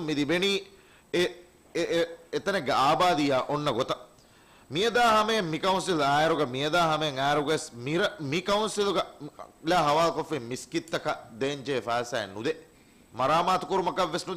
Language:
Divehi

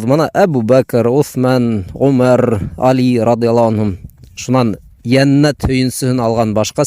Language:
Bashkir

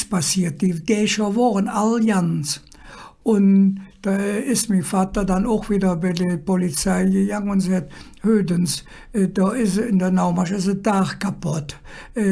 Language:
Colognian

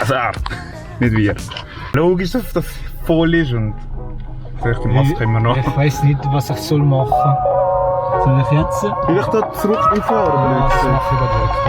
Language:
Swiss German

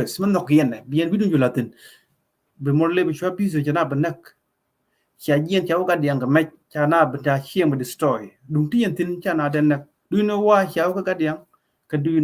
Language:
Nuer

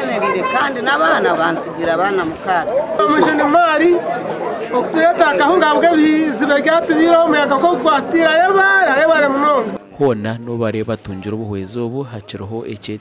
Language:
Nyankole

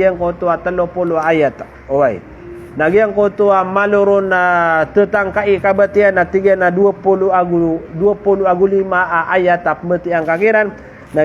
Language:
Maranao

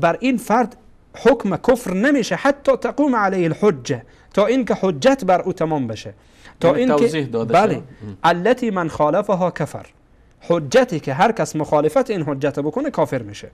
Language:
Persian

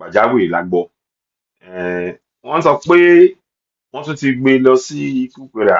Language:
Yoruba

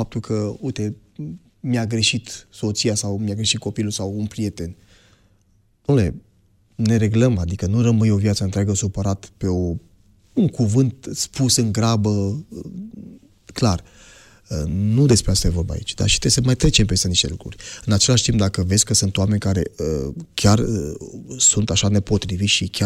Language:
Romanian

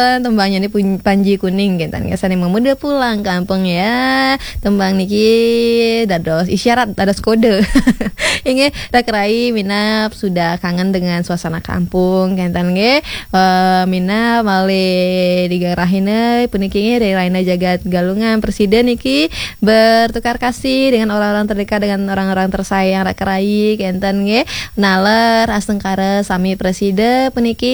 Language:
Balinese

